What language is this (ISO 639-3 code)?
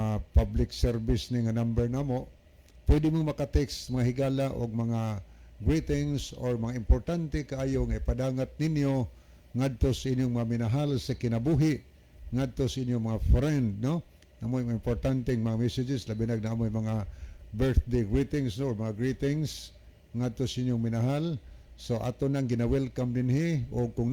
ceb